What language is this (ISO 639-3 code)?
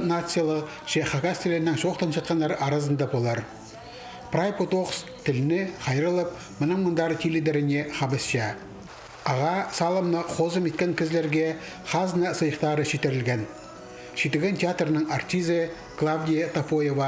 kjh